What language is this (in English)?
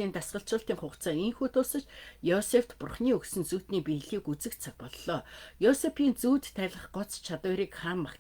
Mongolian